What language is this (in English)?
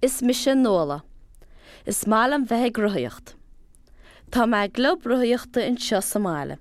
Irish